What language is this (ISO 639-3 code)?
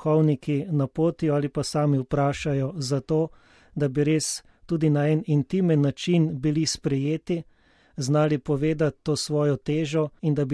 slv